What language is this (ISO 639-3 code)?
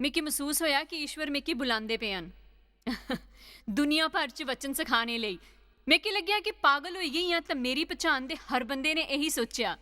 doi